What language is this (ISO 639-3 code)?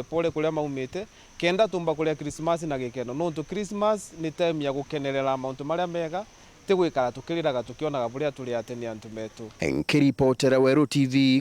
mer